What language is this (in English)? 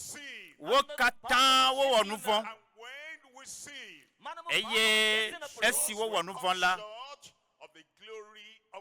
Ewe